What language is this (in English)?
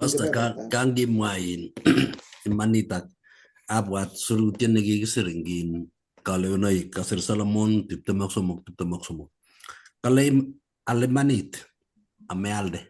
Kalenjin